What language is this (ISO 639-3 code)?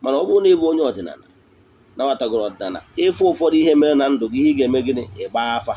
ibo